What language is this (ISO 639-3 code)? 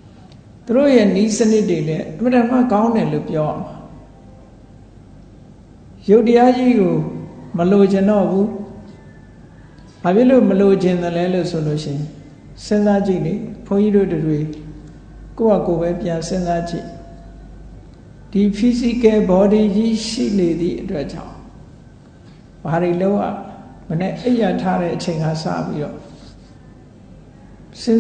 mya